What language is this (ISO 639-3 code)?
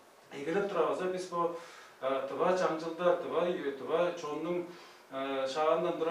tyv